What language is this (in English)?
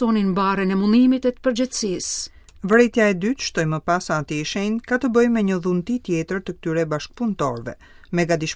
Albanian